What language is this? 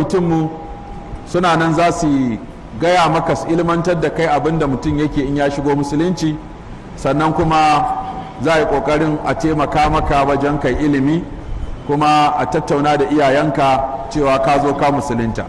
Hausa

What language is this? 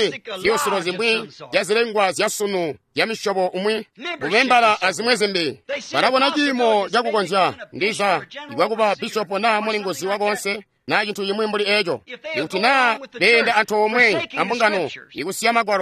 Tonga (Zambia)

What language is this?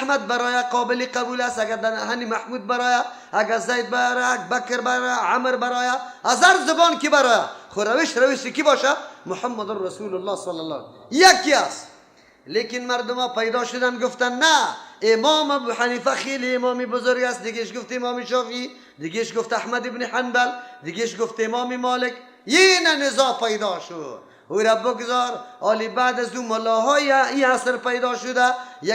Persian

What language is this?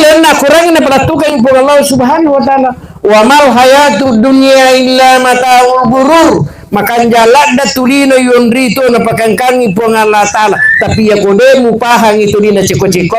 Buginese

